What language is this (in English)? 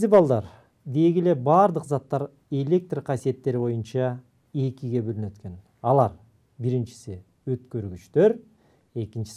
Kyrgyz